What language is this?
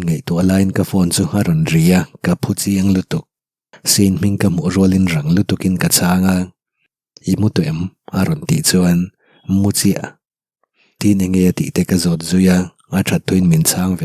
Mizo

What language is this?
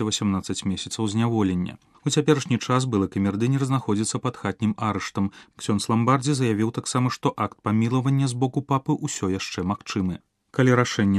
Belarusian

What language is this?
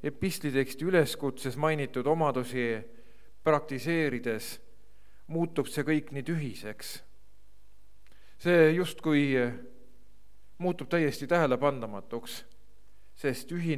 Estonian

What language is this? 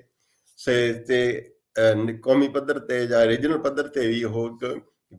Punjabi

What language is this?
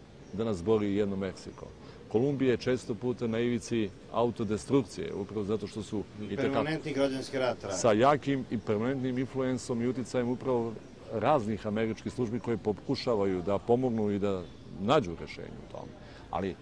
Serbian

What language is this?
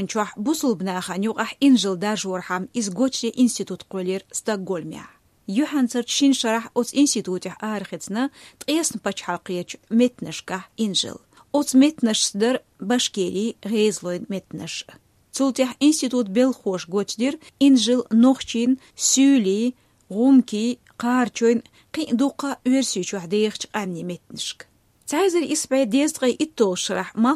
Chechen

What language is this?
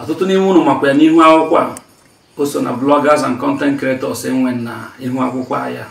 Igbo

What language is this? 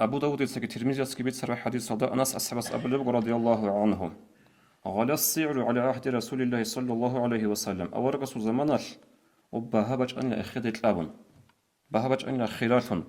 Avaric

